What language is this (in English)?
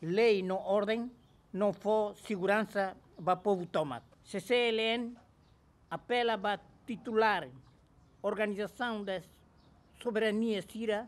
Tetum